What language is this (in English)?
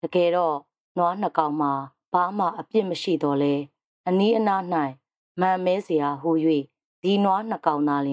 Burmese